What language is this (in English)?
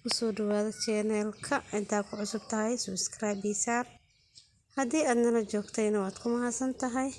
Somali